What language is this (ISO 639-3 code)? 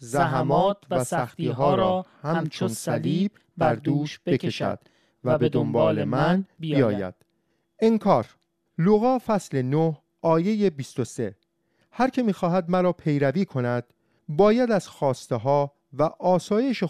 fas